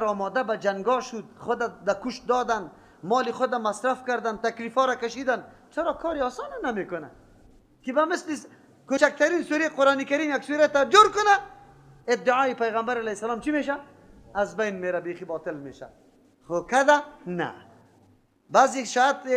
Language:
Persian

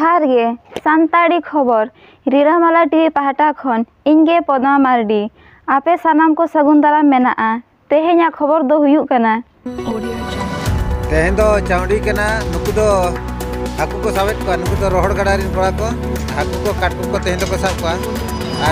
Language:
Santali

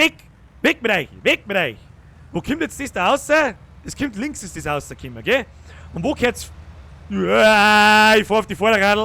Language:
Bavarian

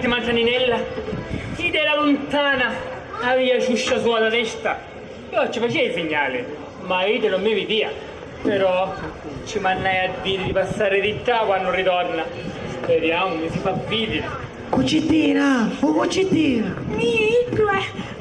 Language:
Sicilian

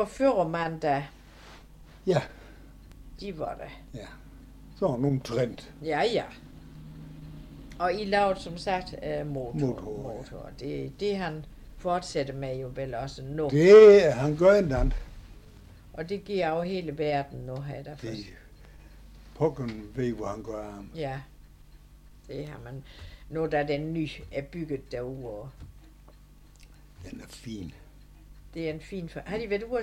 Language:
Danish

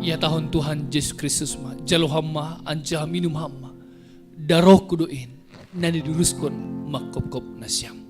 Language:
Batak Simalungun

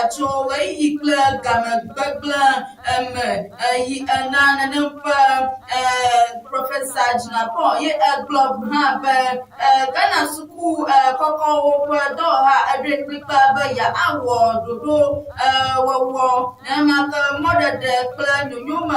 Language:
Ewe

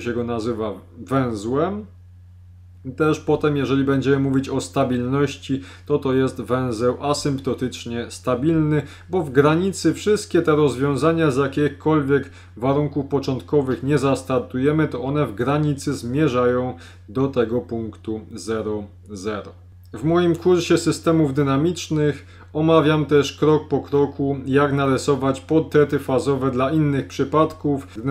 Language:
Polish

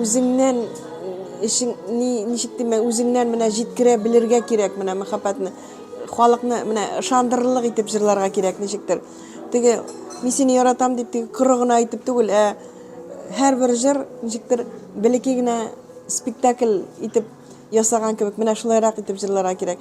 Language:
Tatar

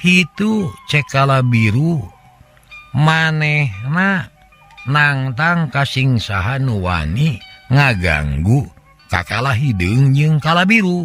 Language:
Sundanese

